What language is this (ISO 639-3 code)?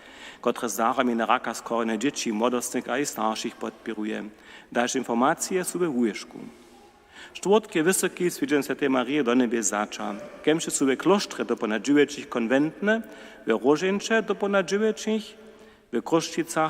hsb